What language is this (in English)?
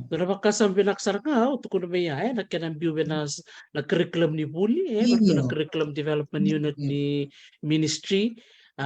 Fijian